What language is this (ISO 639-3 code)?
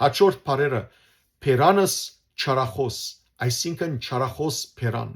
hyw